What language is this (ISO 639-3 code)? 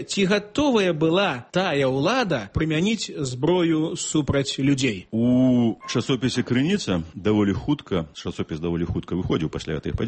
bel